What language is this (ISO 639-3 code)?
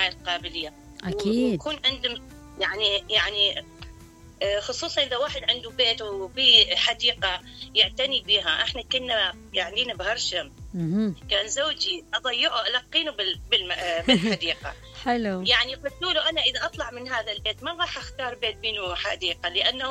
acm